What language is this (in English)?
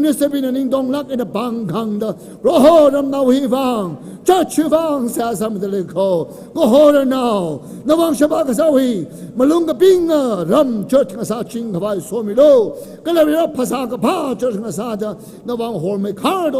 Tangkhul Naga (India)